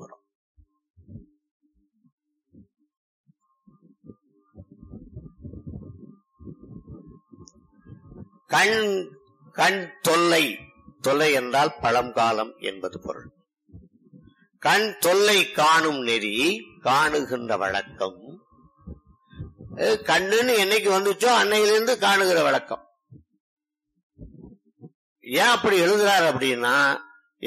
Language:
Tamil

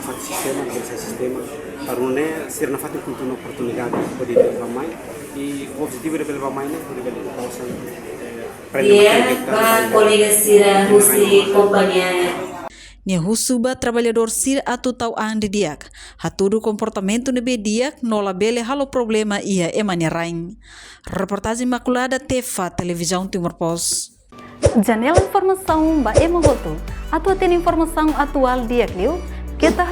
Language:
Tetum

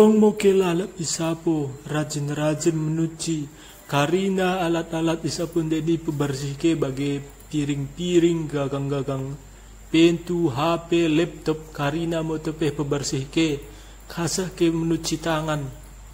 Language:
Batak Dairi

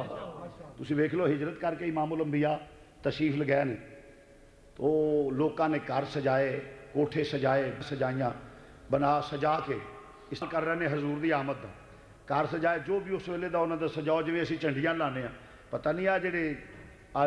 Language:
Western Panjabi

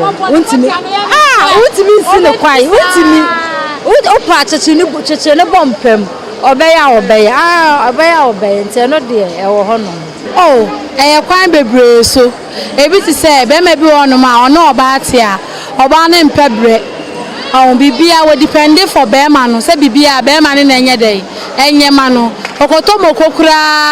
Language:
Akan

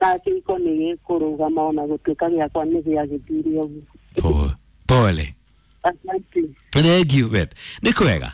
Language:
Kikuyu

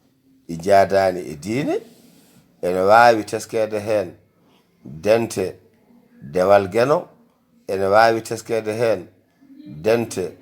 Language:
Fula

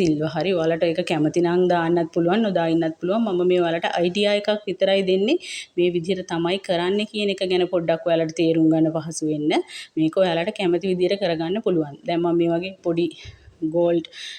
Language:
Sinhala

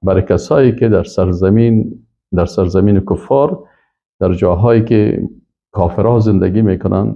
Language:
Persian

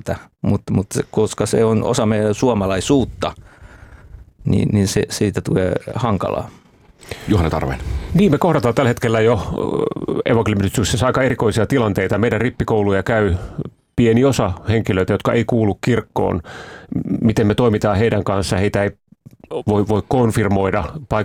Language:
Finnish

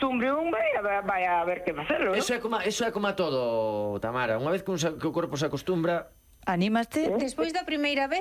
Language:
Galician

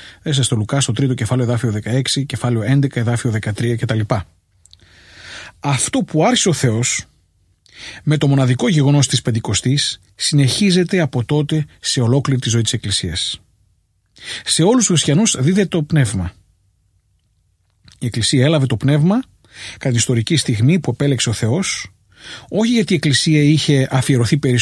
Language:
Greek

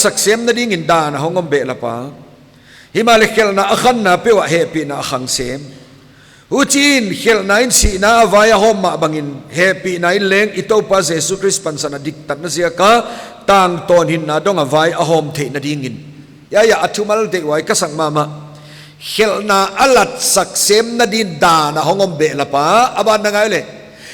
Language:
Paite Chin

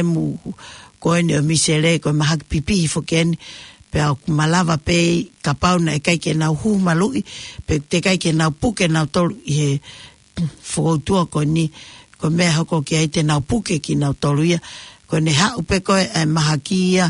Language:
Tongan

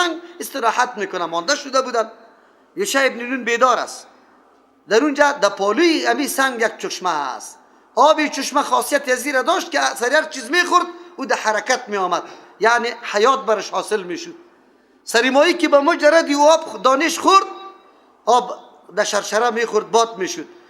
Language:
Persian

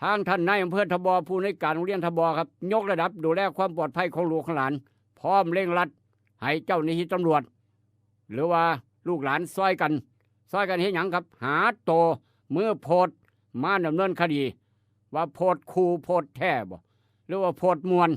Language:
Northeastern Thai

